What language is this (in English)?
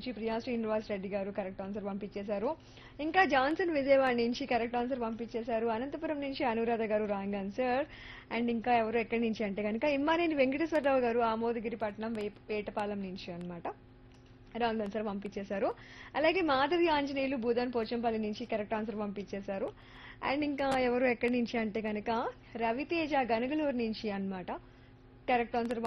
Telugu